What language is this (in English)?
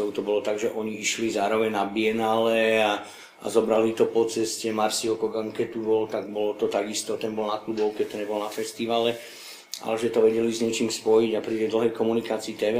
Slovak